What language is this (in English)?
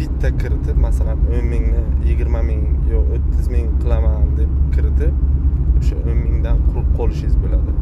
Uzbek